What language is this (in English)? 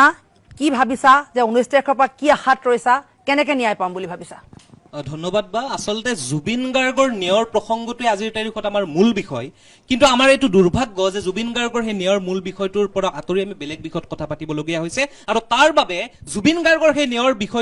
Assamese